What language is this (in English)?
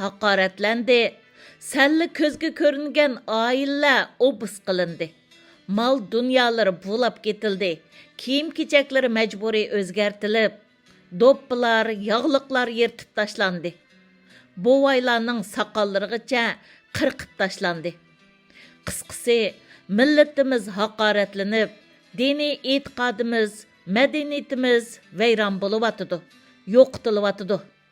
Uyghur